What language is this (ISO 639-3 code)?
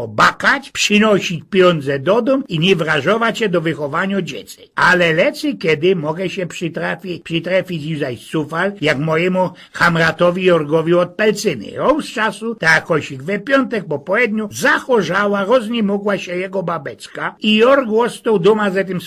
szl